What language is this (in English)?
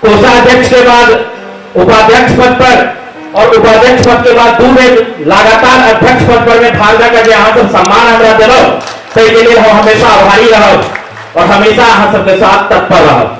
Maithili